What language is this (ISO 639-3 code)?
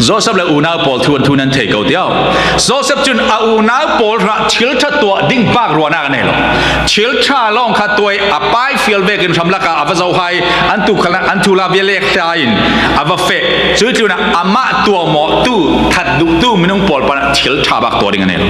cfm